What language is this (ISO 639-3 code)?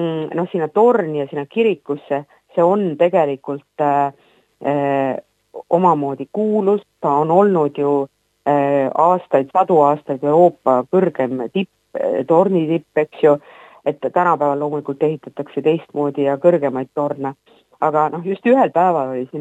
est